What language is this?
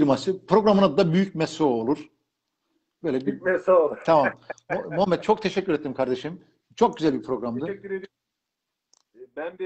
Turkish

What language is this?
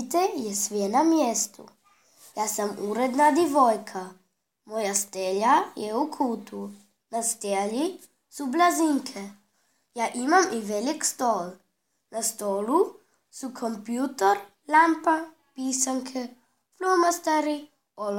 Croatian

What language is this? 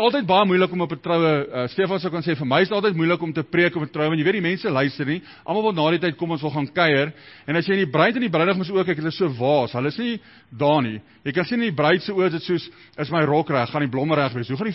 Afrikaans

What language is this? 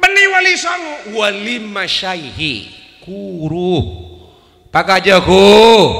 Madurese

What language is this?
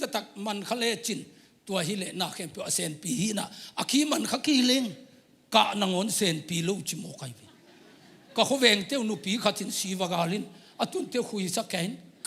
Tedim Chin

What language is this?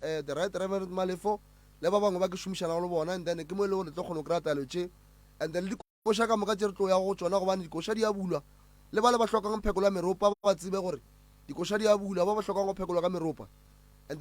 Northern Sotho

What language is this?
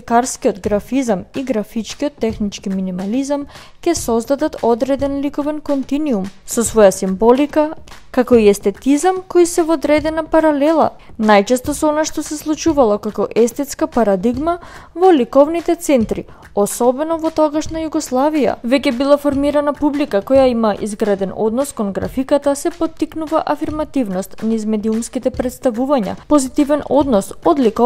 Macedonian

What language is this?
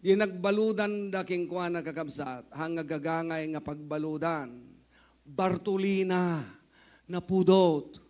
Iloko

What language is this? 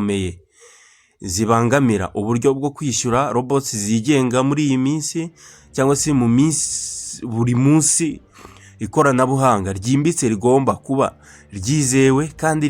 Kinyarwanda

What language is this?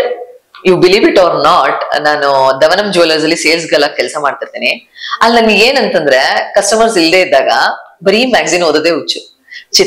Kannada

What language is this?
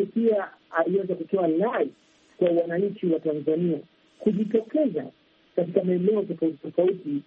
Swahili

